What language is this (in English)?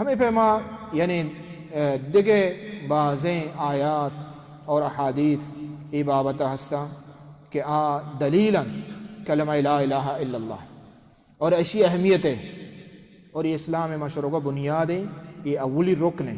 Baluchi